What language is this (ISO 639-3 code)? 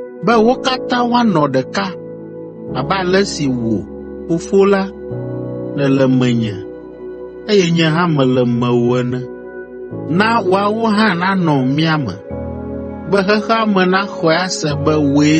ewe